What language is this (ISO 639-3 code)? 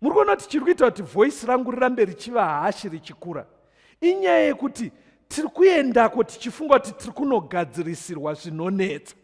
sna